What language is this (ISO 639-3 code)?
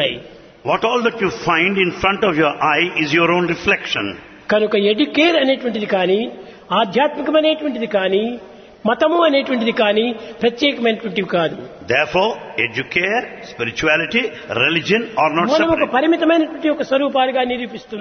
tel